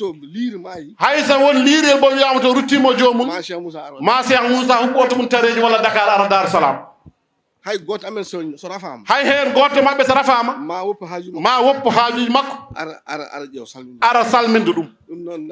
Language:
Fula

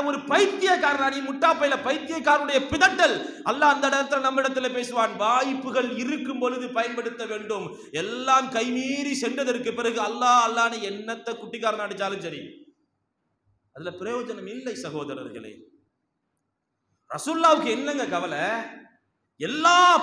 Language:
Tamil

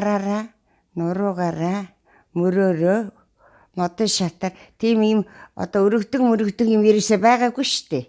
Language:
Mongolian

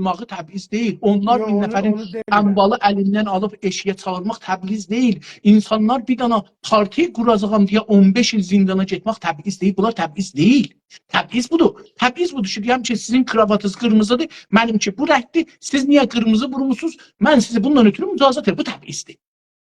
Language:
South Azerbaijani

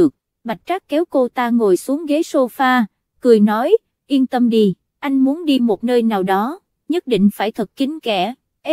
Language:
Vietnamese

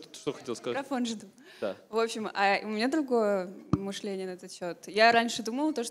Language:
Russian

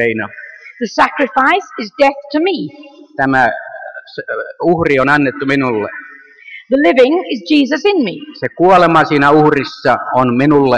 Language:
Finnish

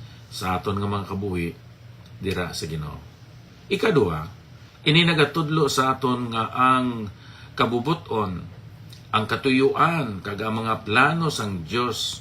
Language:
Hiligaynon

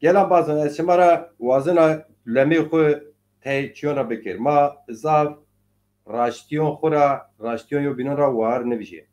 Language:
Zaza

